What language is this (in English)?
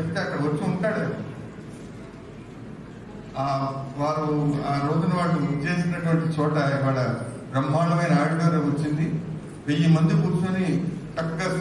Telugu